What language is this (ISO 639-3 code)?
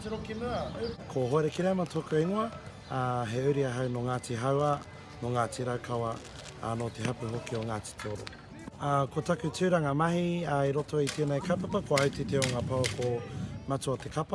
mri